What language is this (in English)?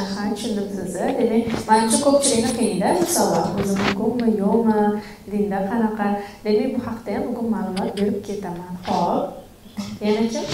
Uzbek